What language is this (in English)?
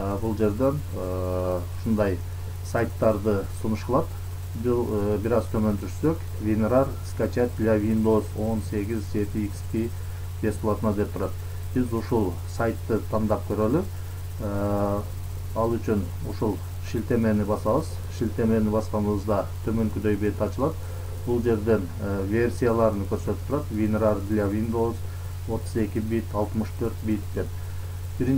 Kyrgyz